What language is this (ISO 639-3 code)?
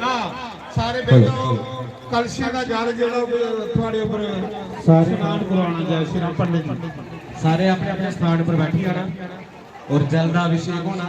doi